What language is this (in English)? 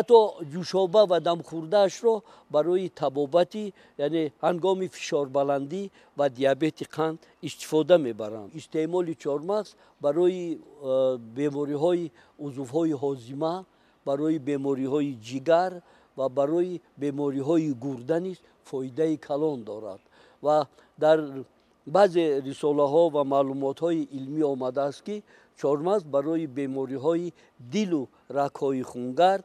Tajik